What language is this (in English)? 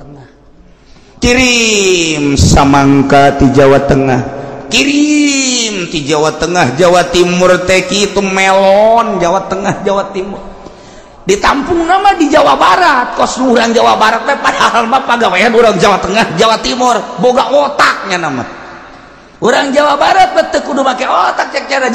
Sundanese